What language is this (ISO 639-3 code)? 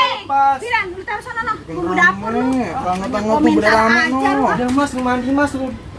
bew